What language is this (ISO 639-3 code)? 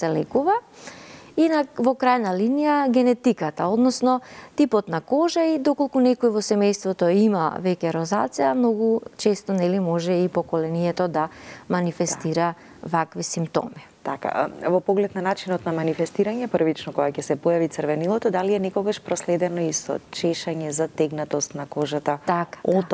mkd